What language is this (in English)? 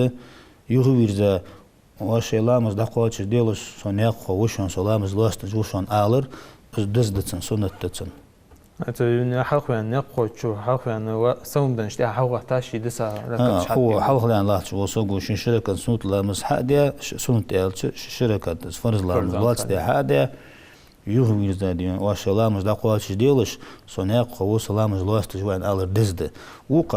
Ingush